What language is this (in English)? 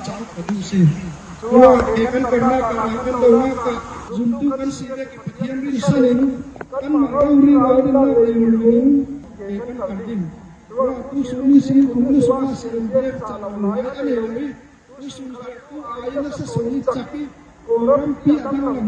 Falam Chin